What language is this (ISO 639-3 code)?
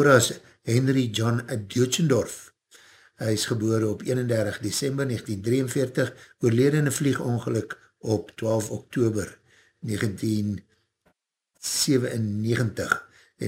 afr